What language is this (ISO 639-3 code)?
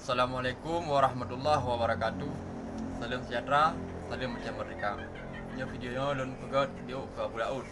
ace